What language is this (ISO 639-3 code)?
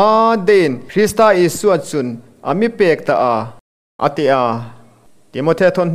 hmr